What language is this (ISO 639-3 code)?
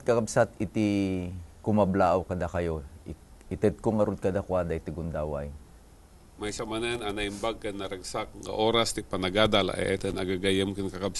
ilo